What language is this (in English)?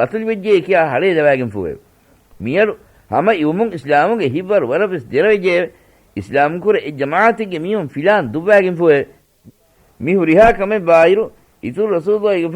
Divehi